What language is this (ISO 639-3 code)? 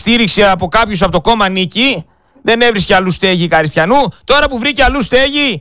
ell